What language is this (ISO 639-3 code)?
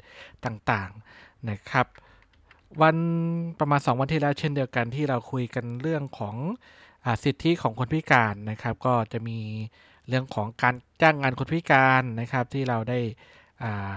tha